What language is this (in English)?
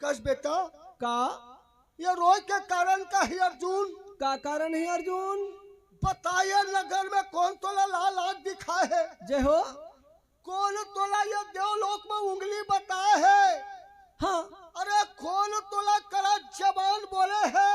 Chhattisgarhi